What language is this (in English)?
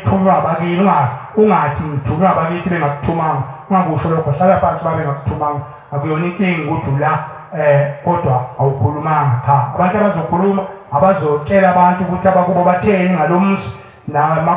Zulu